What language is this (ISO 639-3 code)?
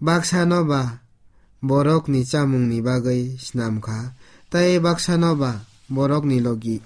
trp